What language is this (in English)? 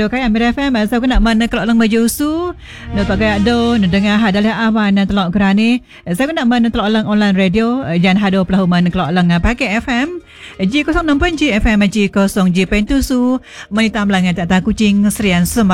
Malay